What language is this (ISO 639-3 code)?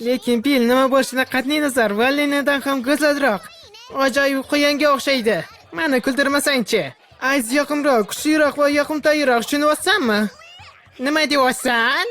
uzb